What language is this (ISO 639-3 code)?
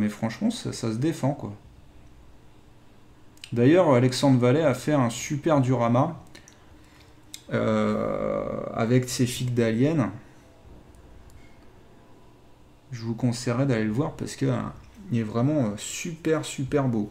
fra